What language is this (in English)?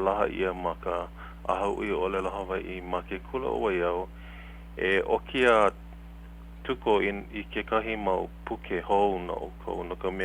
Hawaiian